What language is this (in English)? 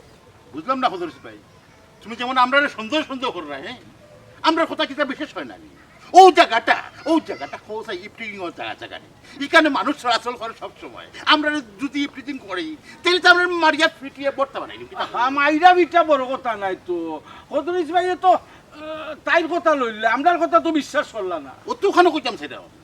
Sylheti